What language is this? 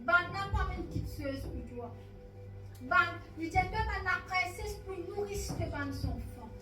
Morisyen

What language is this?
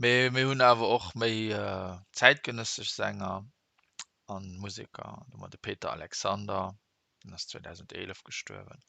Luxembourgish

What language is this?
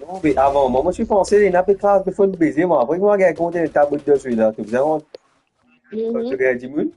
Morisyen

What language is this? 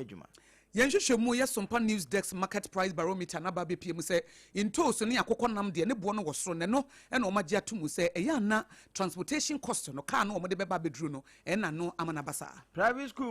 Akan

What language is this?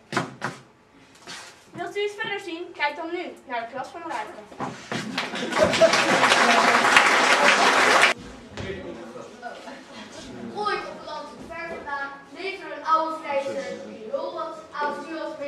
Dutch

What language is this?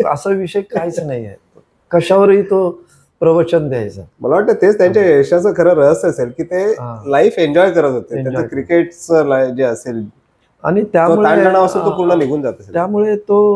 Marathi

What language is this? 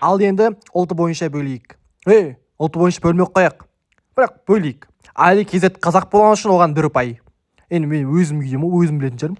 Kazakh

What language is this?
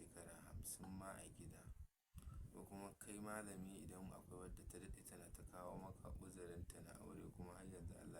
Hausa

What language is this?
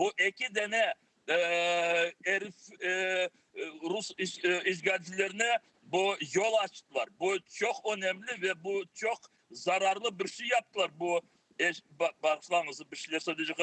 Crimean Tatar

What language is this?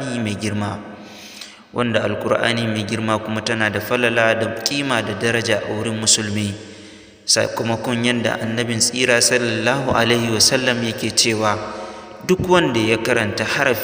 Hausa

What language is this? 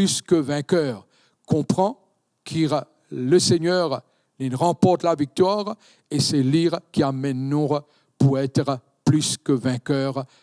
Morisyen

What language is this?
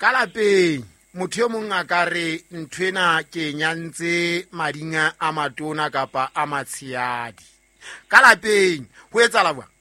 Southern Sotho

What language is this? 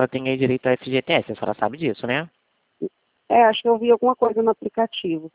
Portuguese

